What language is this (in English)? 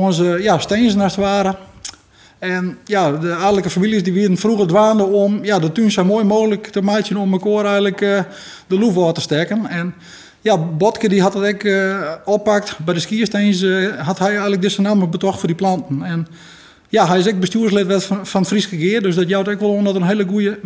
Western Frisian